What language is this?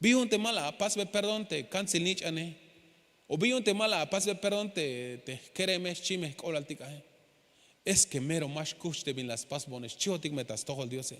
Tzeltal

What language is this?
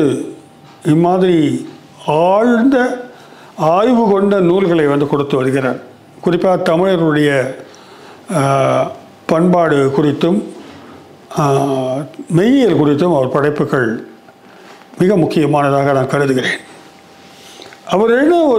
Tamil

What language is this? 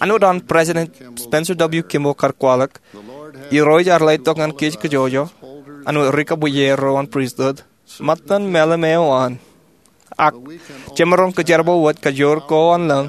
Marshallese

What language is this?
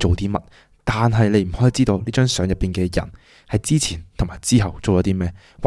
Cantonese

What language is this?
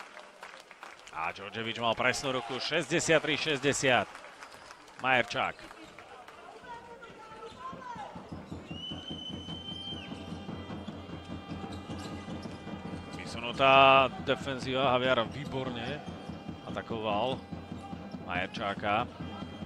Slovak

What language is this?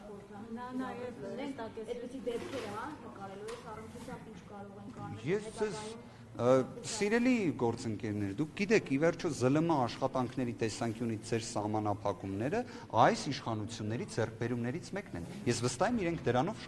Armenian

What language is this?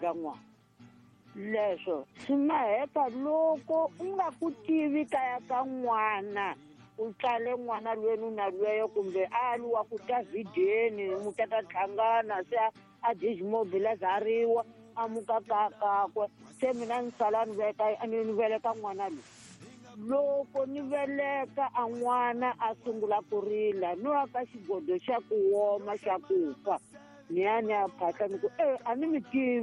Tsonga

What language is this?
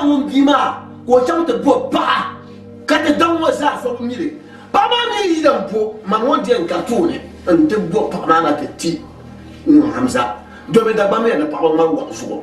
Dagbani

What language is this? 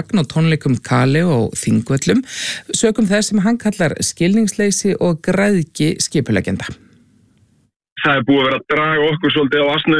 Icelandic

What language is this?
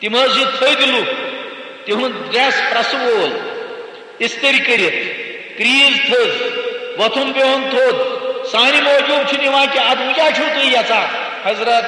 Kashmiri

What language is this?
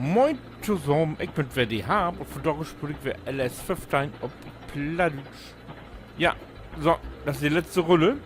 Low German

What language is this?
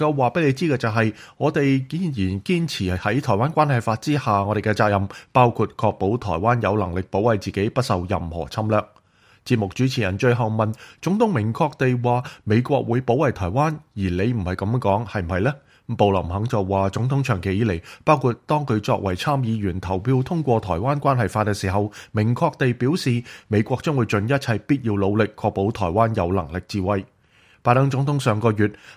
Cantonese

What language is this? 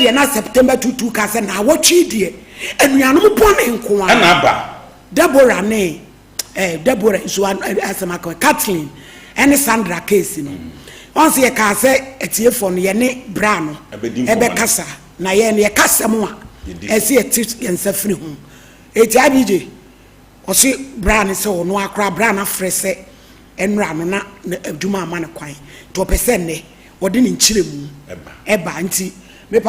Akan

